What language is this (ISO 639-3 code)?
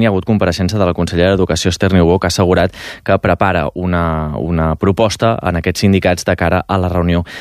cat